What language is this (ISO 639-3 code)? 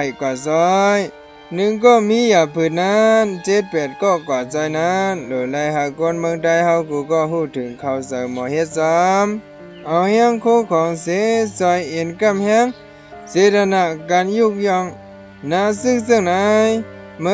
shn